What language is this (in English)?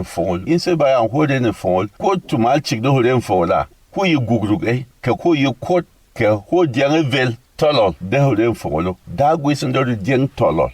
Berom